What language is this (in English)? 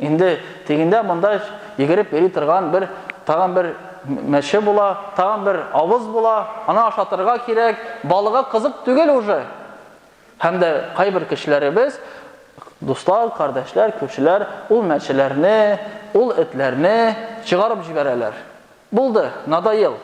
Tatar